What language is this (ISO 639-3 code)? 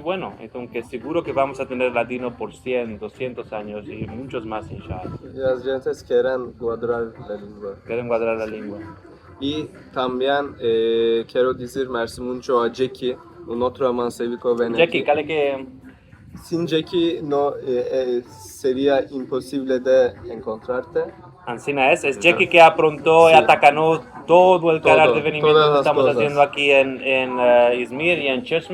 lad